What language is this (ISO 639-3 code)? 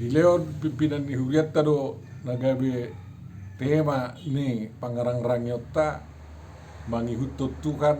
bbc